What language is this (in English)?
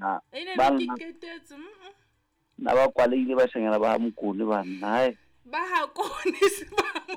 Southern Sotho